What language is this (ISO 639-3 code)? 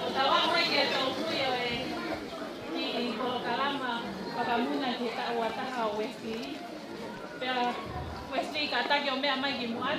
ton